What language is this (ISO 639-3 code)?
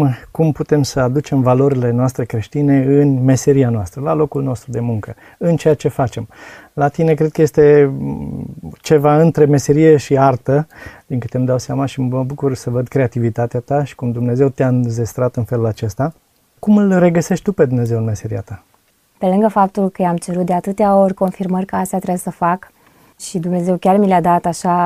ron